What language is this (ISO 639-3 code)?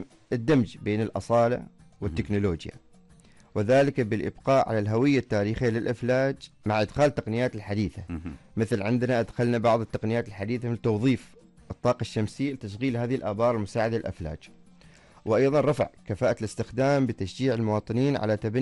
ara